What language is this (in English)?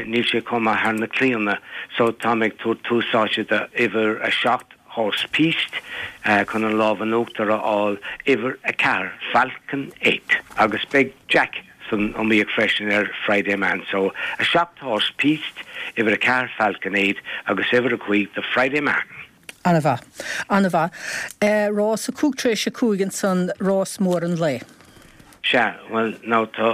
Irish